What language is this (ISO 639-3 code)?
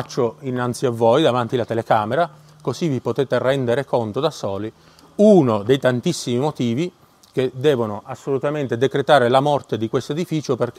ita